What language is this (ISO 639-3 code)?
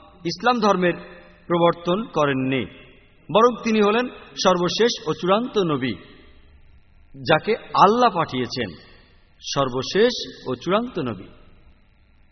ben